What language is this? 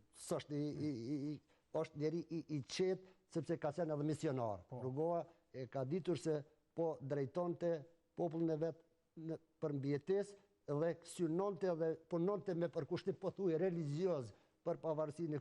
Albanian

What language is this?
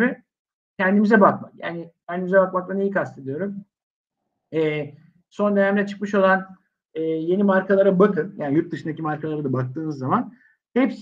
Turkish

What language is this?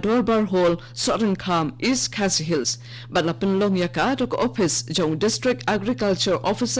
Khasi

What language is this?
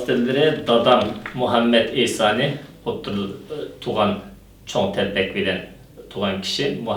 Uyghur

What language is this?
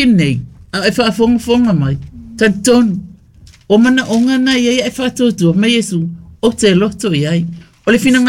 Samoan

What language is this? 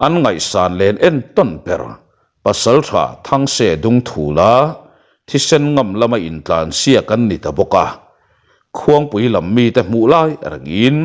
Mizo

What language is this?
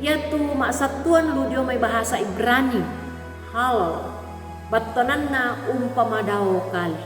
Toraja-Sa'dan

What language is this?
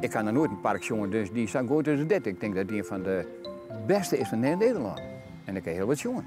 Western Frisian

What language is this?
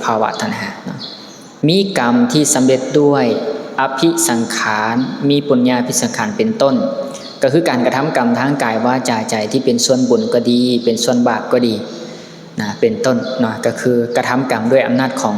Lao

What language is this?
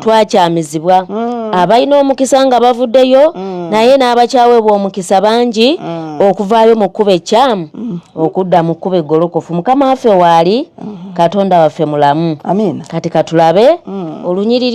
Ganda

